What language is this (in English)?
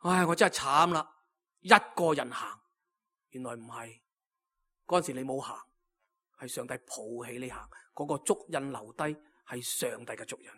Cantonese